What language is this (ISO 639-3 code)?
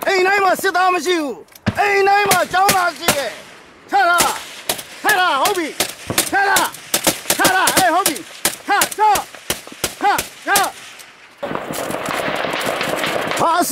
mya